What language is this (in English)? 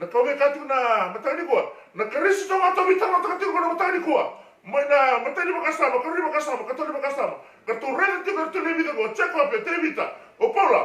Fijian